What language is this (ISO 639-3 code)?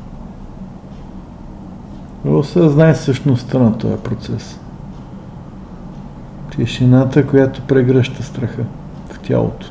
bul